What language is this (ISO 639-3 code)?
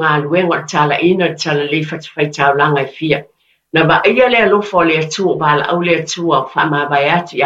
smo